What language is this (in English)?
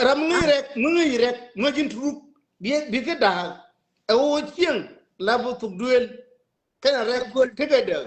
Nuer